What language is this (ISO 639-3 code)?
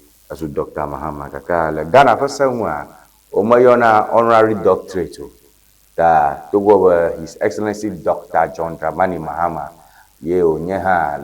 ewe